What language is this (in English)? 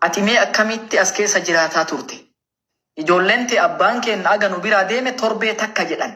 Oromo